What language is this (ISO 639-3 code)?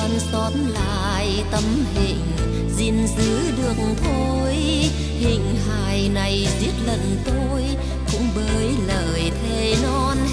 vie